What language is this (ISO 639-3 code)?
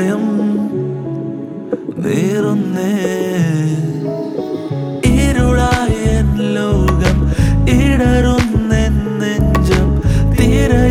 mal